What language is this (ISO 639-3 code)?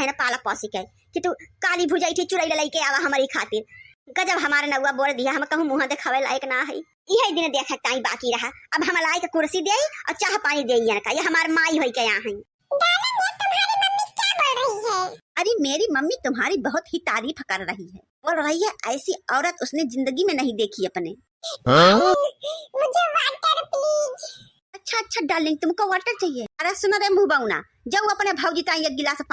awa